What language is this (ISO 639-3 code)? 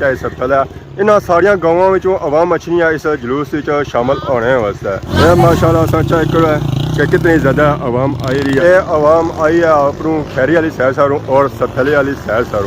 phr